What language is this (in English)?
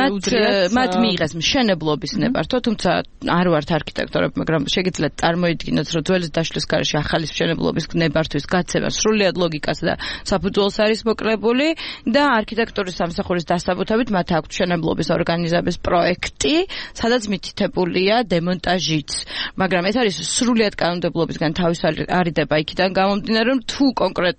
Georgian